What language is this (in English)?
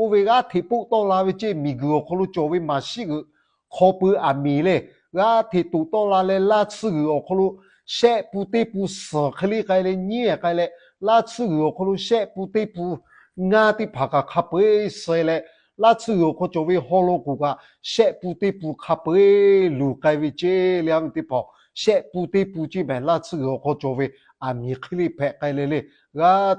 Lahu